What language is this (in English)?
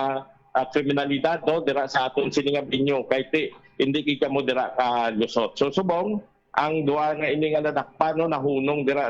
Hiligaynon